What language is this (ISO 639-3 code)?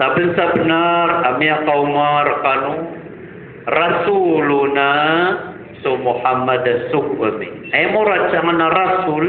mrw